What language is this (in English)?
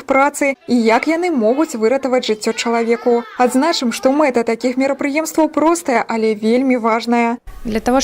Belarusian